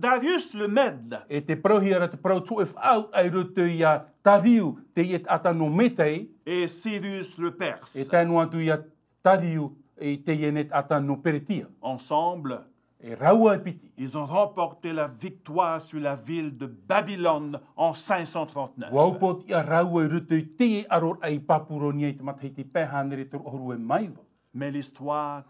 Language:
Tahitian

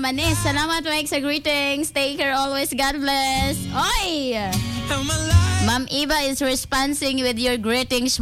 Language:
Cebuano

